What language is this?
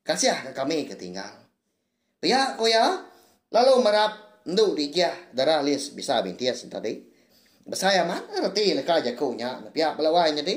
Iban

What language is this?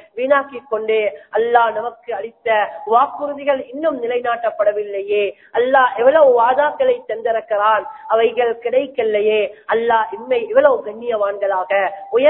Tamil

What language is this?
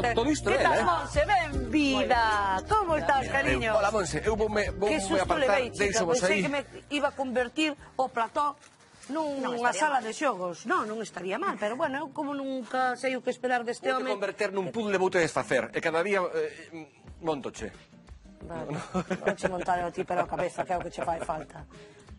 Galician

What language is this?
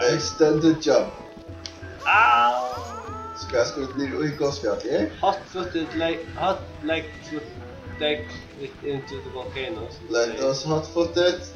Faroese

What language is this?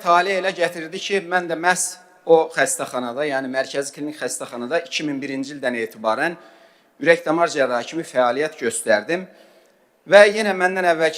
Azerbaijani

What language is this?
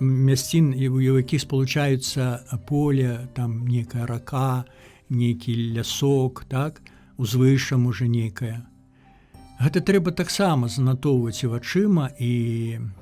Belarusian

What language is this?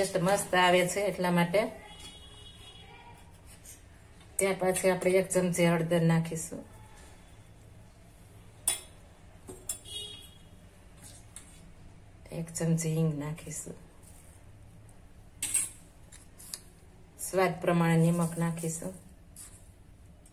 Gujarati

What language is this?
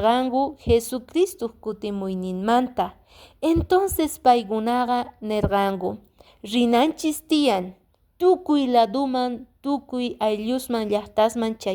Quechua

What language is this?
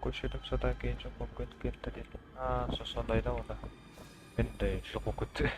Kara-Kalpak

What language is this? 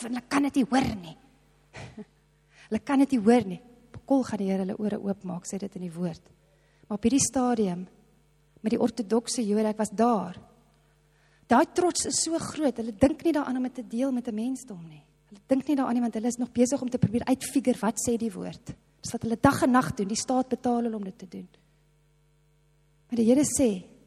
Afrikaans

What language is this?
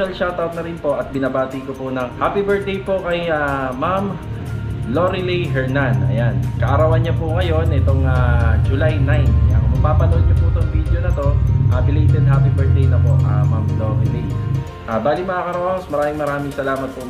Filipino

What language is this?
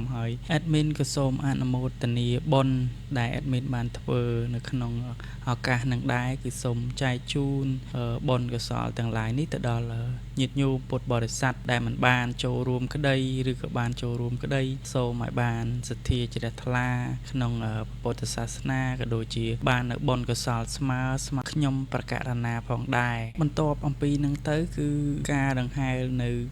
Khmer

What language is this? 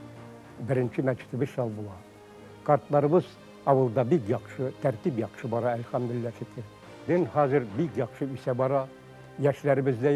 Tatar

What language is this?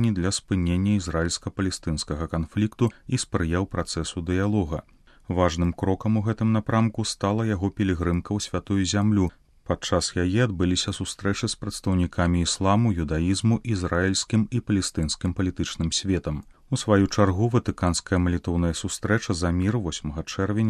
Belarusian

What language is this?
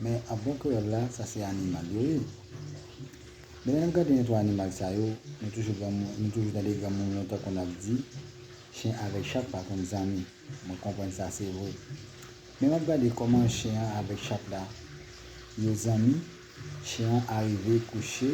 Haitian Creole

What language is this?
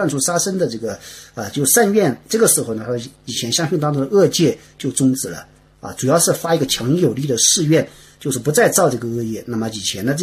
Chinese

